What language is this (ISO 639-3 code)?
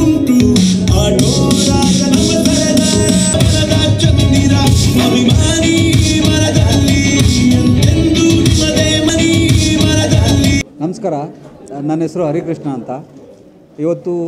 kan